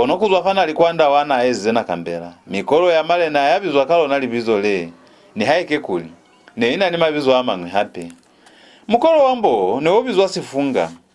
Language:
Lozi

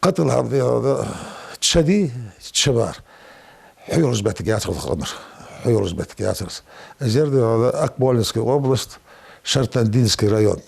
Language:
Ingush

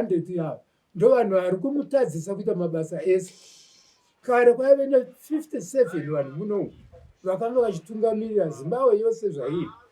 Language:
Shona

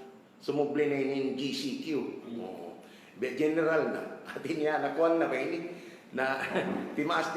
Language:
Tausug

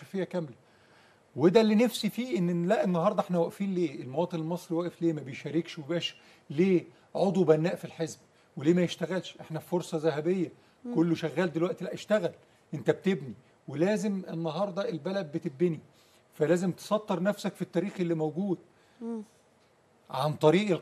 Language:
Egyptian Arabic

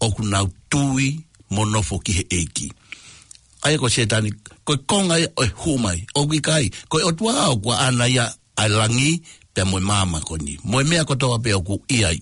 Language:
Tongan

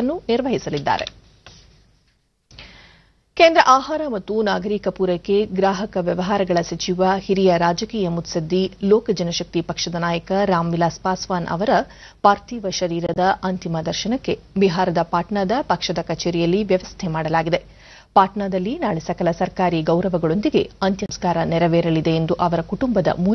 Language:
Kannada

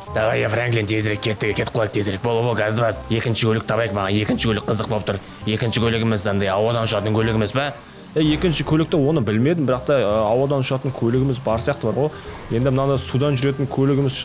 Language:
Kazakh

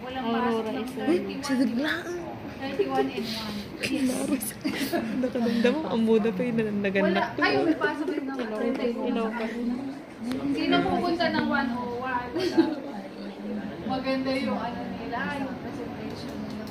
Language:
Filipino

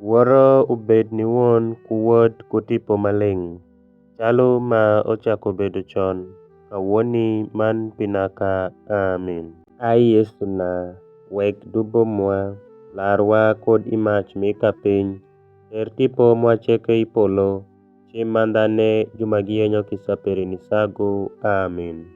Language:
Alur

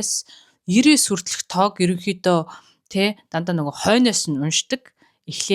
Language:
Mongolian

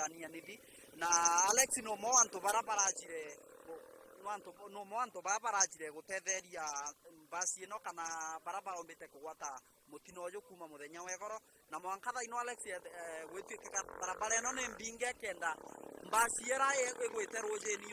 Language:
Meru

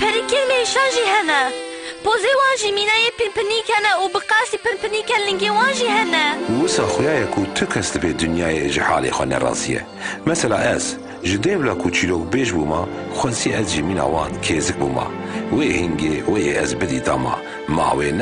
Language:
Kurdish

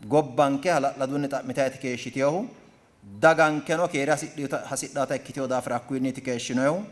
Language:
Sidamo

